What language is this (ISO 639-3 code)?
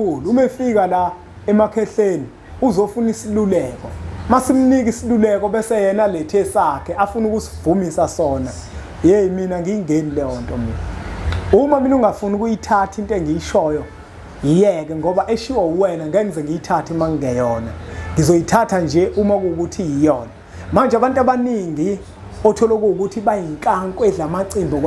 zul